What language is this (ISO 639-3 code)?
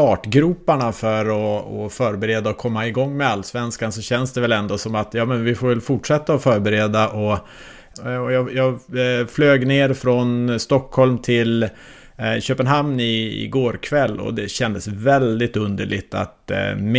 swe